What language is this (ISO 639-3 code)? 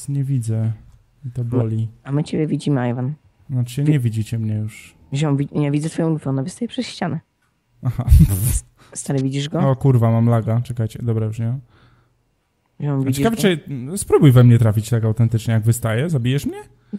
pol